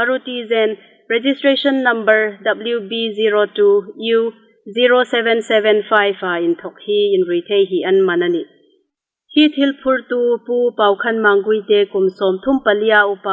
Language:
Hmar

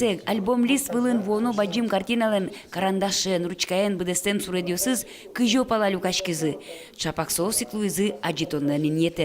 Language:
Udmurt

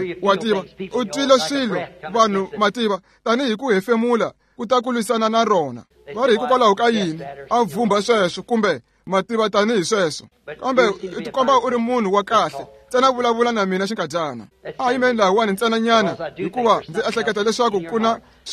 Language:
Tsonga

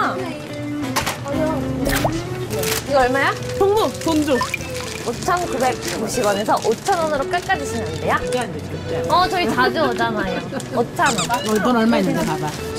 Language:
Korean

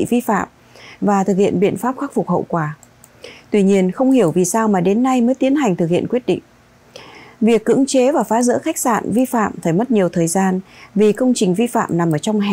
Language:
Vietnamese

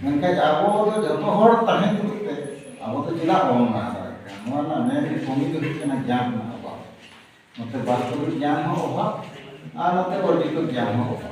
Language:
Santali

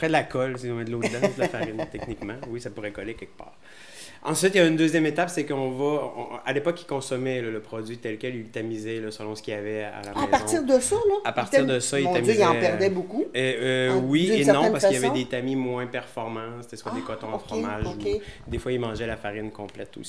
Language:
French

